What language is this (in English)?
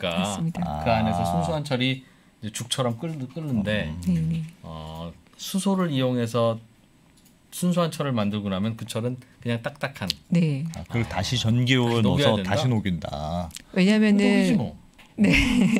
Korean